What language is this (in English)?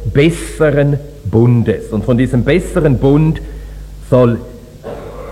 German